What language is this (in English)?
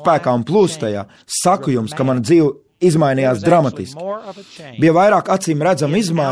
Latvian